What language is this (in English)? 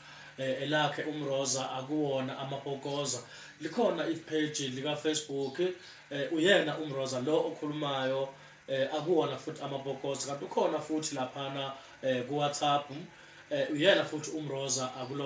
Zulu